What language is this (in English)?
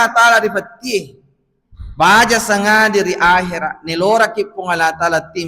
Buginese